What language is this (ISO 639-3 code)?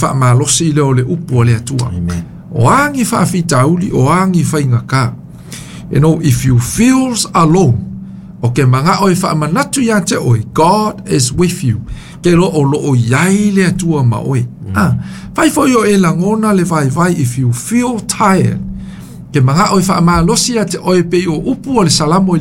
smo